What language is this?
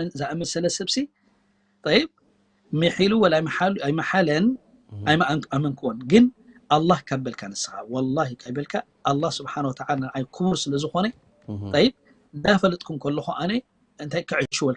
Tigrinya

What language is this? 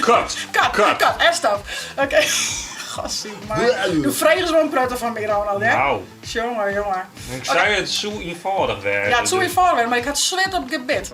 Western Frisian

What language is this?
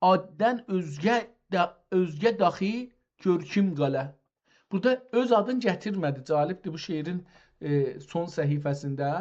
South Azerbaijani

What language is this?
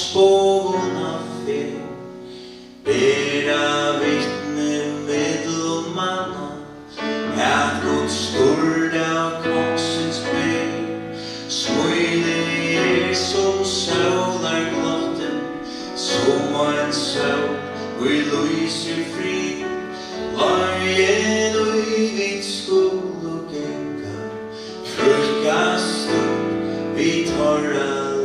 Faroese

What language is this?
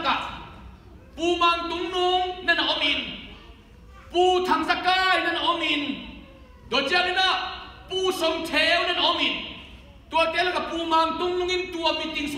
Tedim Chin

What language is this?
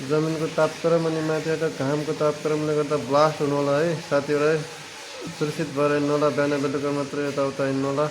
Nepali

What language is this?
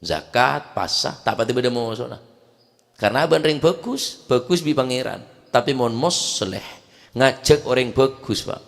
Madurese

